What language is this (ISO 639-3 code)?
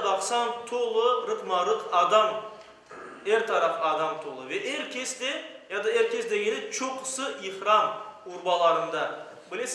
crh